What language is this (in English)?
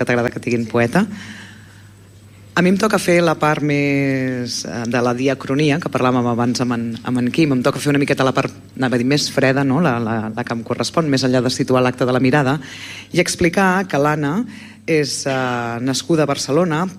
Catalan